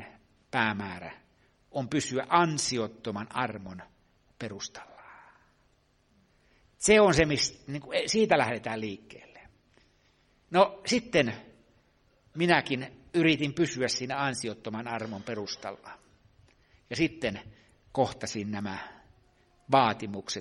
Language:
Finnish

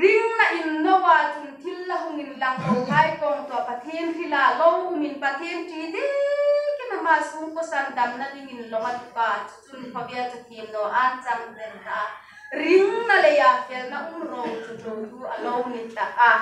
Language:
Hmar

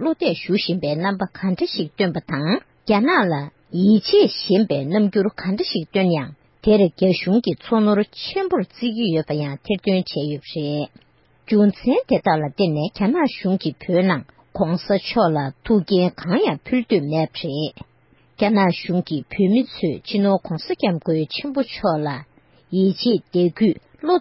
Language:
Tibetan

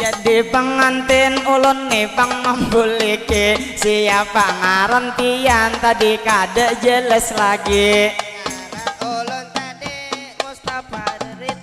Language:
Banjar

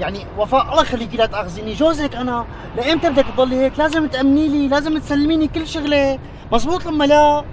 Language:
North Levantine Arabic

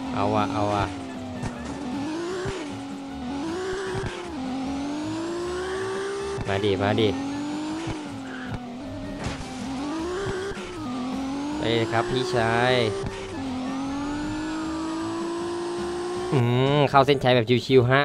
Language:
Thai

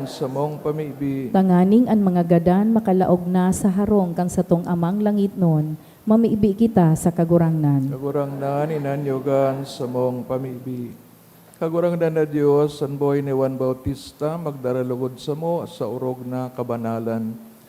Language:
Bikol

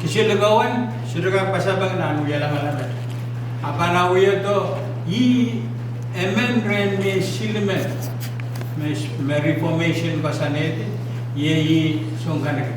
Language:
Pohnpeian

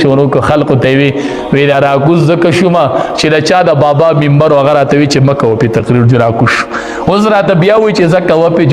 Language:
Pashto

